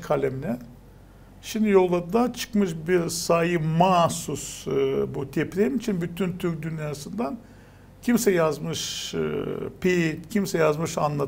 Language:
Gagauz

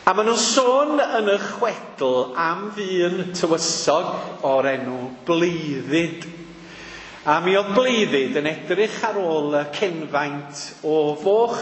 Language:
Welsh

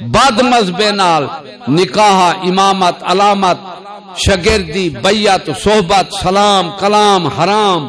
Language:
Saraiki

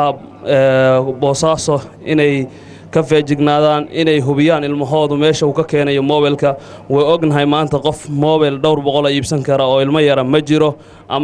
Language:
Somali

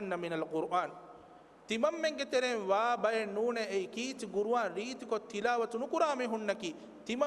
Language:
Divehi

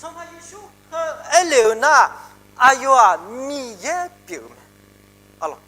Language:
Akha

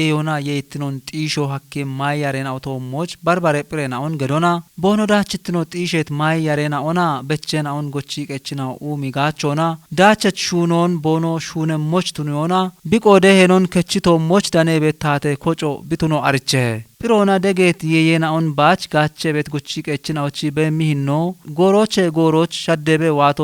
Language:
Kafa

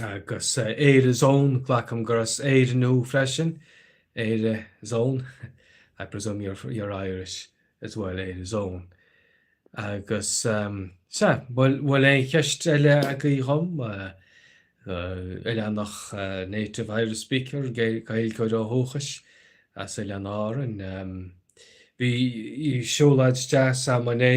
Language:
Irish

